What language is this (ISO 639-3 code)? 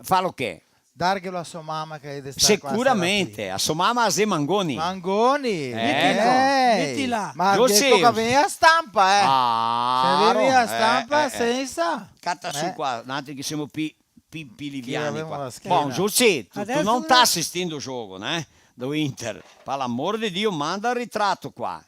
vec